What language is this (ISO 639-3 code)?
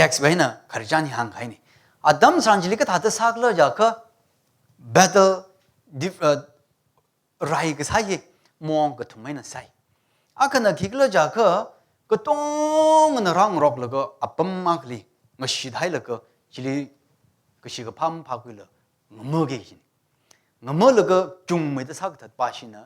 nmf